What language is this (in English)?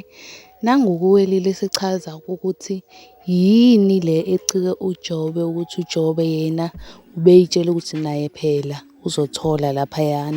Zulu